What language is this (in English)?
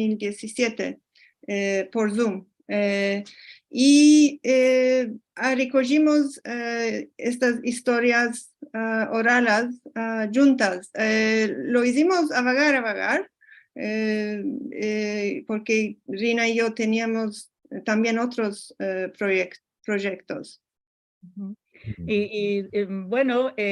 Ladino